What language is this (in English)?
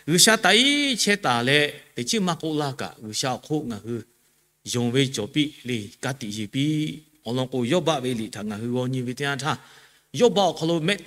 Lahu